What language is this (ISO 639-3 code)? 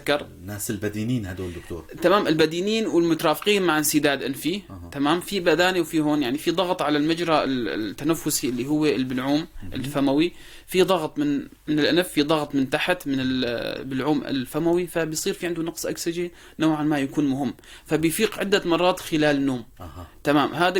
apc